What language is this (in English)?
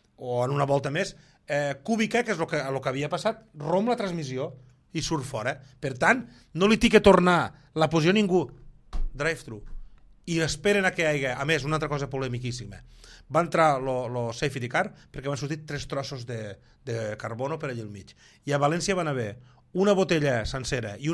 Catalan